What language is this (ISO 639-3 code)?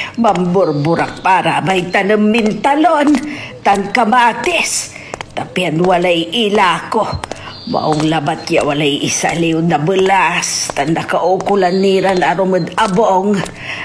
pag